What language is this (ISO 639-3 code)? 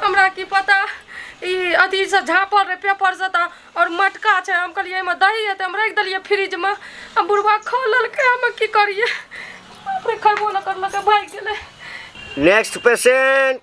mai